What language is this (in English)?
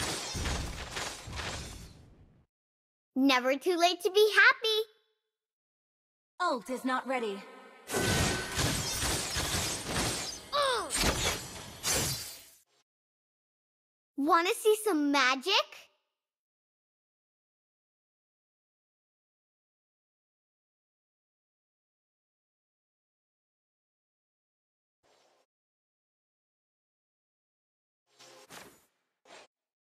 English